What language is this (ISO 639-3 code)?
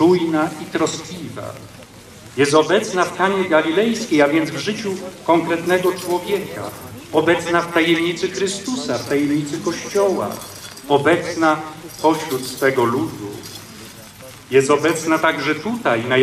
pol